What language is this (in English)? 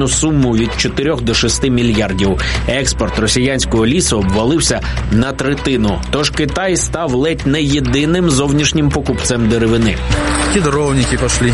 Ukrainian